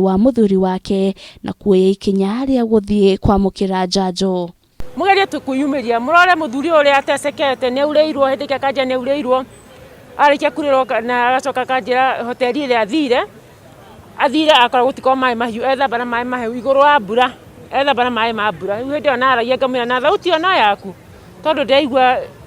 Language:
Kikuyu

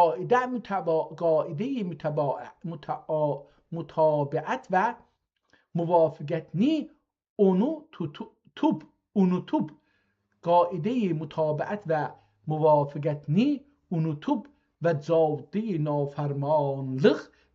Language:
South Azerbaijani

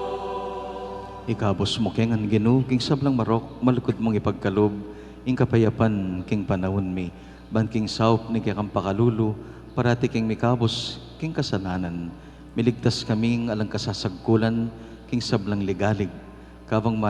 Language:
Pampanga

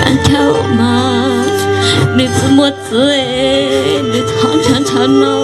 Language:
Hmong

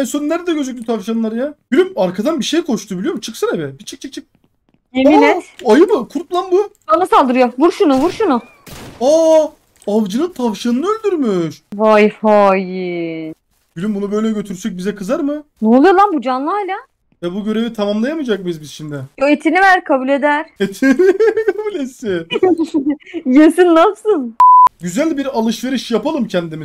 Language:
Turkish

